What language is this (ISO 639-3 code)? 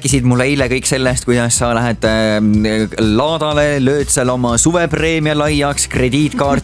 est